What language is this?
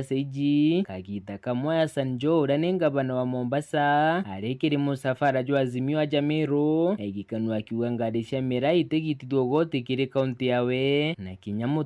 Meru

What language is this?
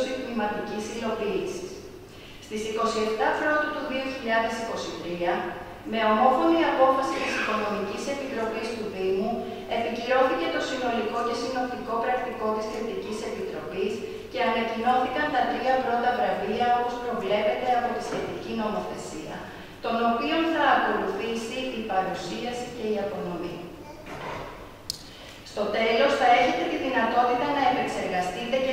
Greek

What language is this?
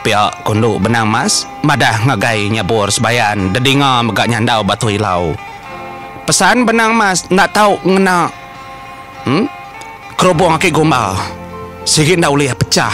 Iban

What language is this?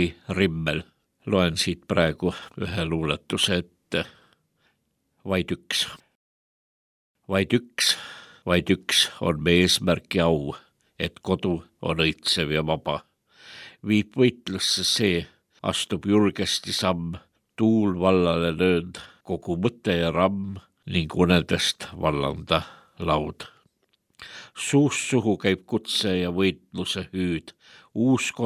Estonian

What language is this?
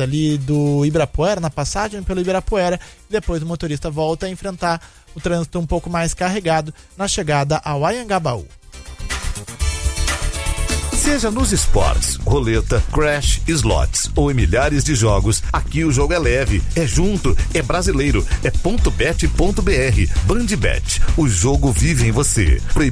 Portuguese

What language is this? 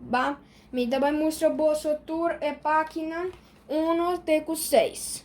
Papiamento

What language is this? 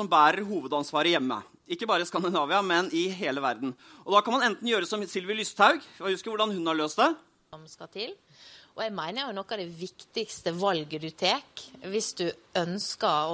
Norwegian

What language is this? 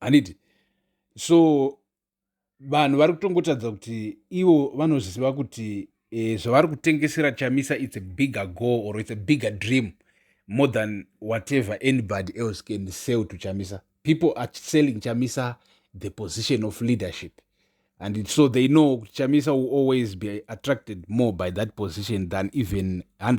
Shona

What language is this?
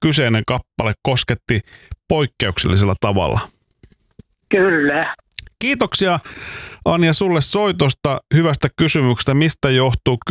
Finnish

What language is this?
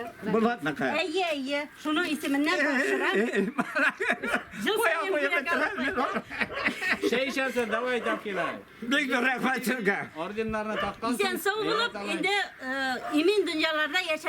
Tatar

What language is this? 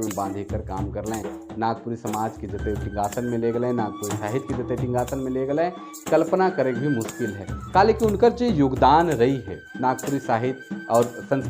Sadri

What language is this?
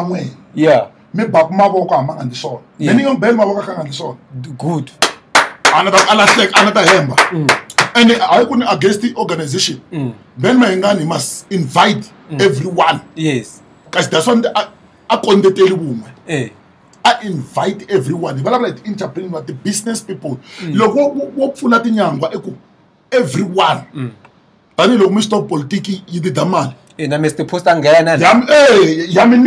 Tsonga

